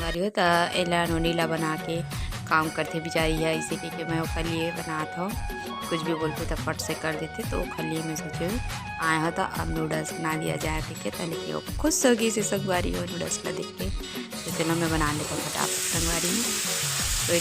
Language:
Chhattisgarhi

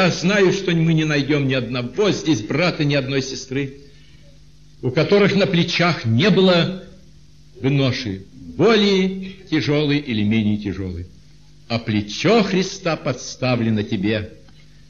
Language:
Russian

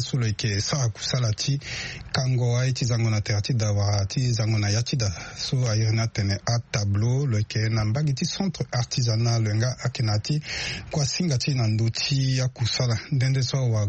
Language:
Sango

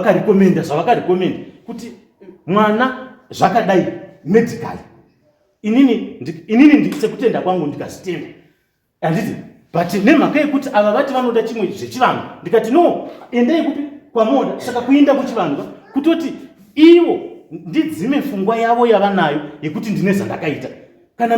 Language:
Shona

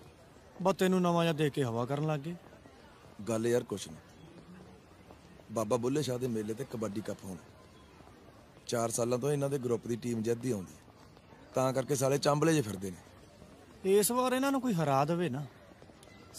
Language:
Punjabi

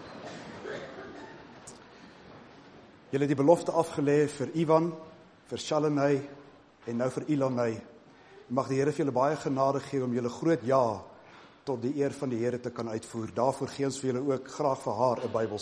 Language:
Afrikaans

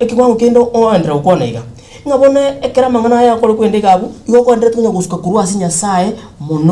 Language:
Gusii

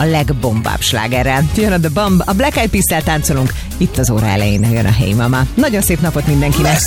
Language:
Hungarian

